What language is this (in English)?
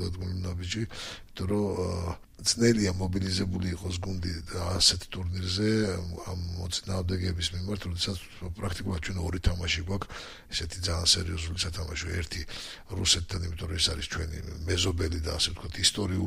Georgian